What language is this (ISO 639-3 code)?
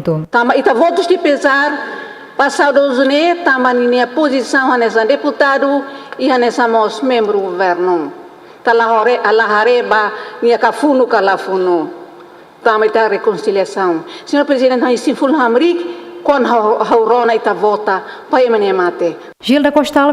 tet